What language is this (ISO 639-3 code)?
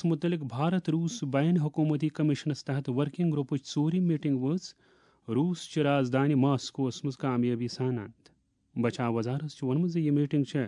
kas